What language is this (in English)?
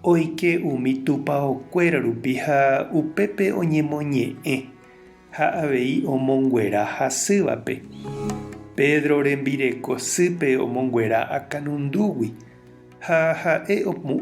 Guarani